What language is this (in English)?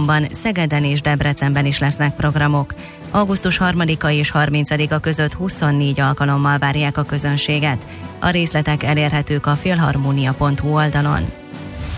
Hungarian